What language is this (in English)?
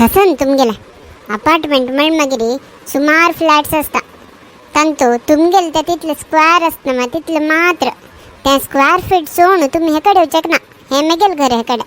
Konkani